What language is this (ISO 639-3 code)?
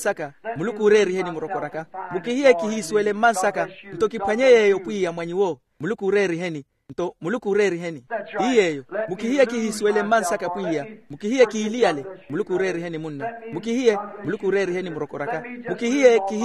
vmw